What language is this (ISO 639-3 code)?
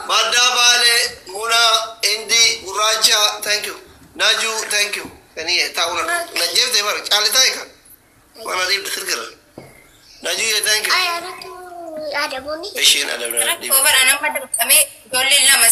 orm